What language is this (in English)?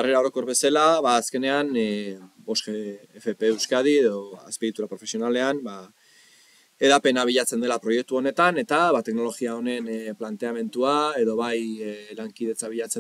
Basque